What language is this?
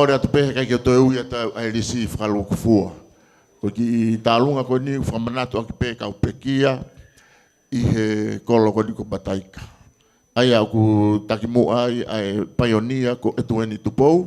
Tongan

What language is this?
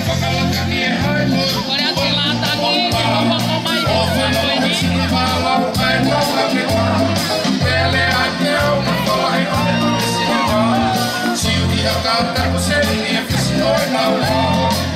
Tongan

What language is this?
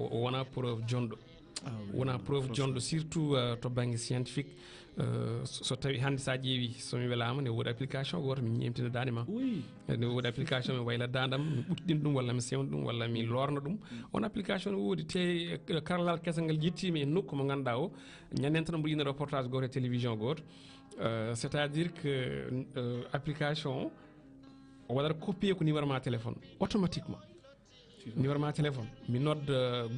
Fula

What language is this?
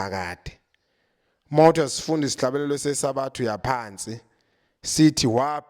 Zulu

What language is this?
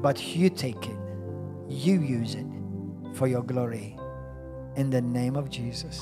English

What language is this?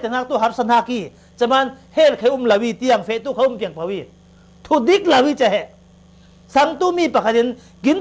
Falam Chin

